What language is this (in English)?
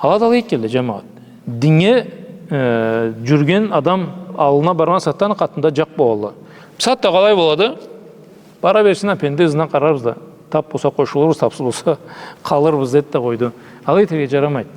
Karachay-Balkar